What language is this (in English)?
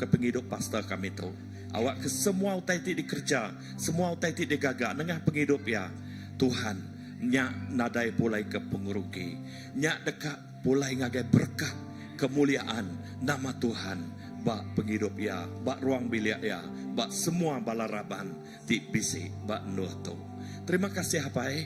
Iban